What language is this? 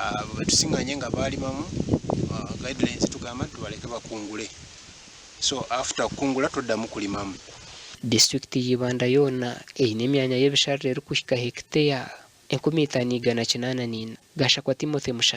Nyankole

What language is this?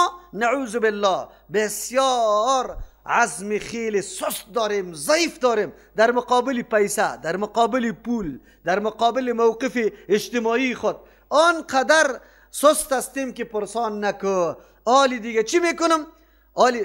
Persian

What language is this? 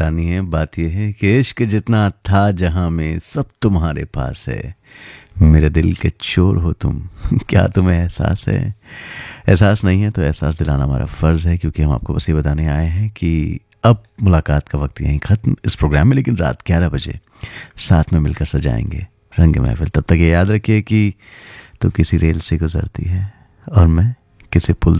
Hindi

